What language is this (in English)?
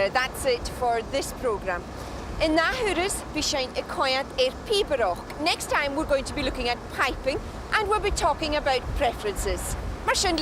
Scottish Gaelic